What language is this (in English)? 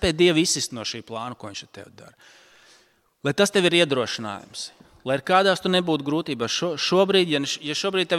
Latvian